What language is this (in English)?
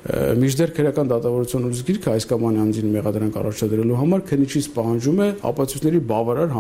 Armenian